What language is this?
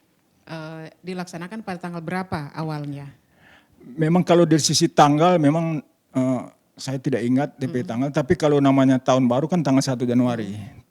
Manado Malay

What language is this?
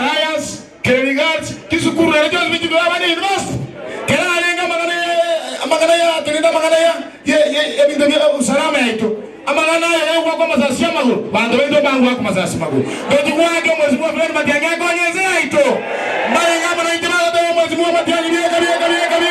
Gusii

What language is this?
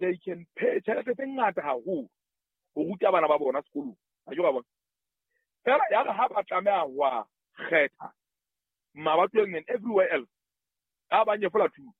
Southern Sotho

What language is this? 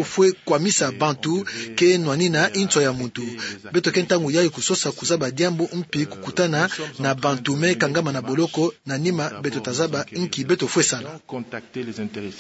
Kituba (Democratic Republic of Congo)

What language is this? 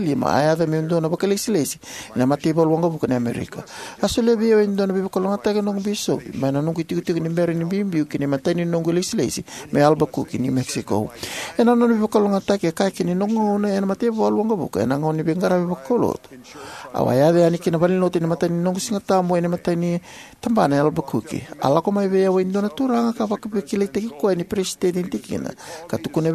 Fijian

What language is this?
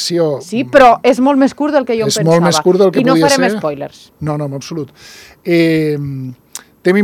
Catalan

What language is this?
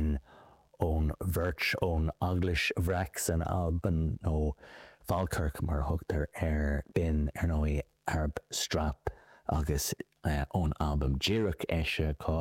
Irish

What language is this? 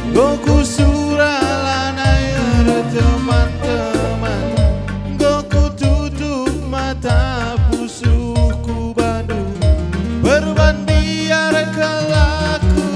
Batak Karo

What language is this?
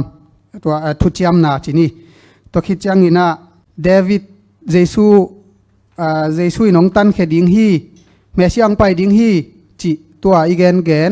Tedim Chin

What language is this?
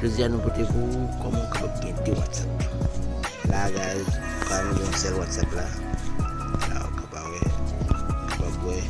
Haitian Creole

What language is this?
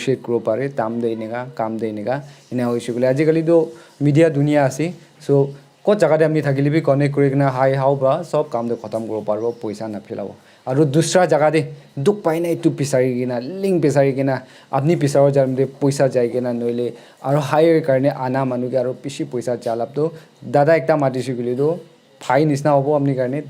Naga Pidgin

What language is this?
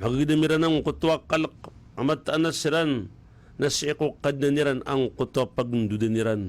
Maranao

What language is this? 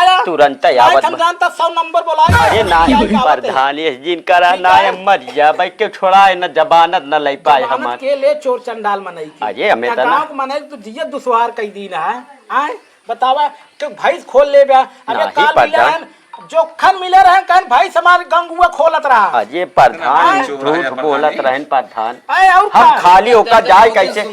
Awadhi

